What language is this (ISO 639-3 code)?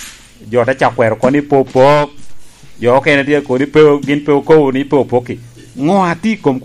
laj